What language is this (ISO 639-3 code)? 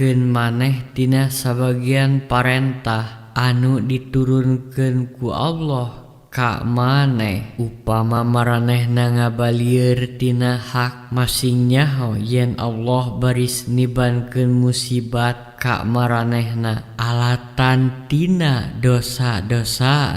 sun